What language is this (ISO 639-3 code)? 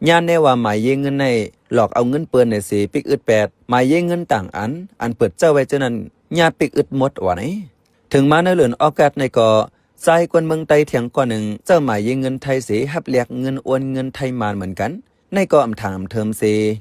shn